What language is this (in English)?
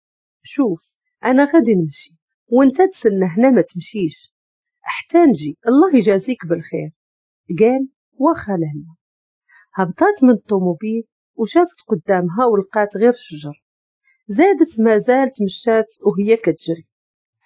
Moroccan Arabic